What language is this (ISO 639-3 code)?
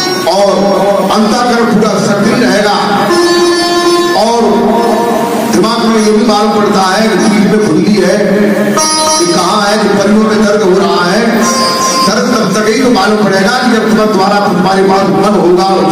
hin